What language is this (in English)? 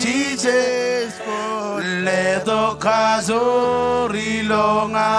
Marshallese